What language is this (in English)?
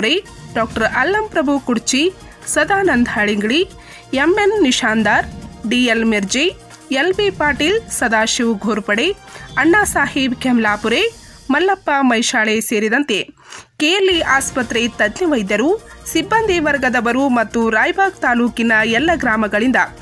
Kannada